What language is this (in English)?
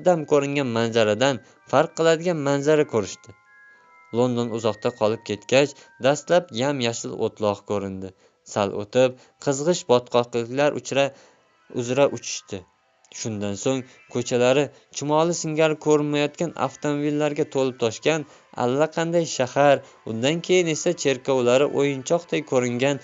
Uzbek